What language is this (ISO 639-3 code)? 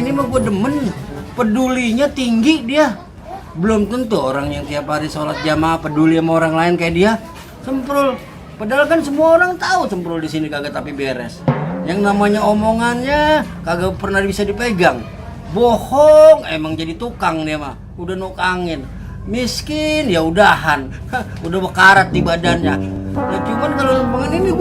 bew